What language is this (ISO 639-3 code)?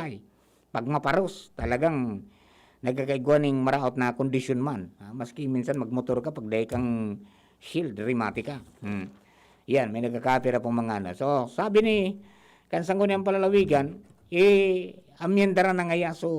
bik